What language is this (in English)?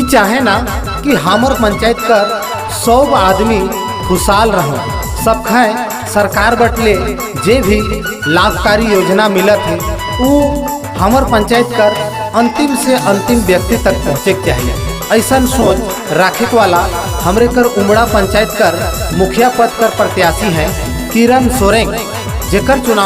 Sadri